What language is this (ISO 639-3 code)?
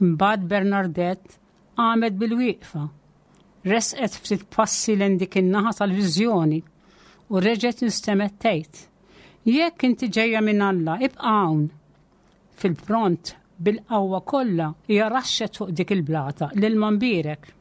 mlt